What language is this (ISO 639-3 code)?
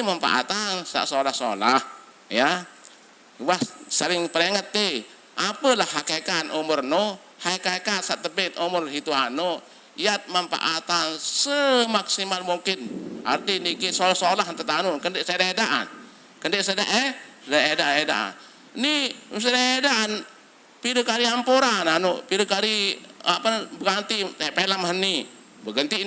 sas